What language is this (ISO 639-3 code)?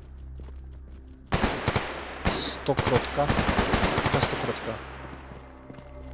pol